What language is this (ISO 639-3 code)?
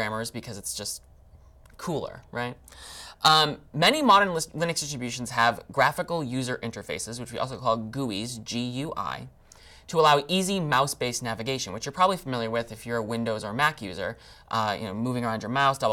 eng